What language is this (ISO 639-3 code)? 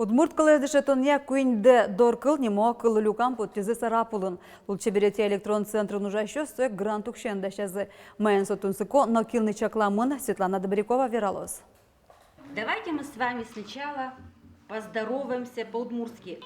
udm